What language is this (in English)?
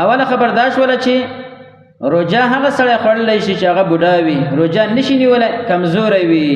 Pashto